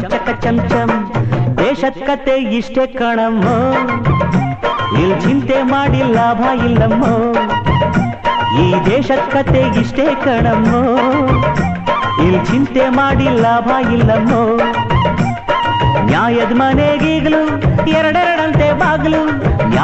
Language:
Kannada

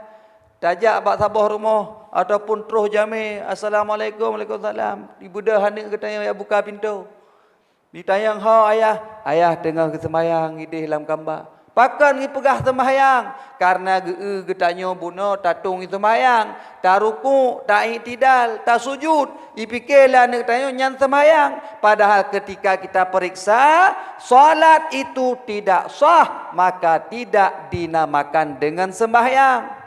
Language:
Achinese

